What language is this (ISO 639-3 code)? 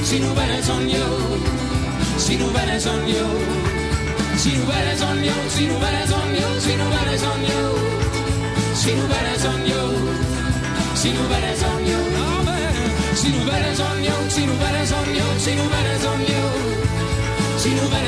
est